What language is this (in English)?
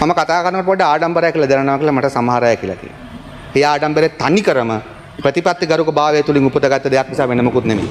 Sinhala